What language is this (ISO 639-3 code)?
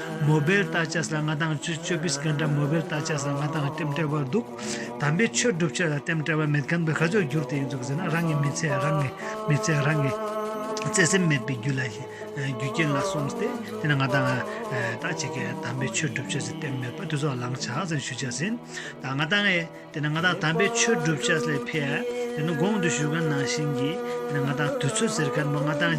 lbj